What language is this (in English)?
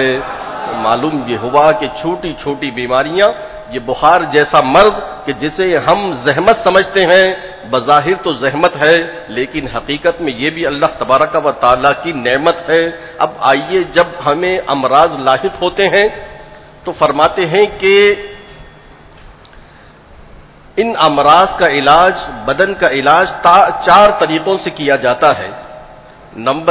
Urdu